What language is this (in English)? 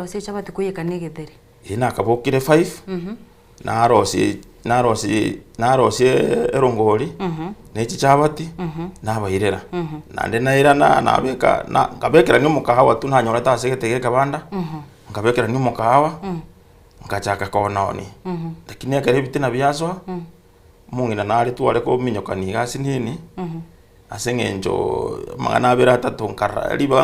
Gusii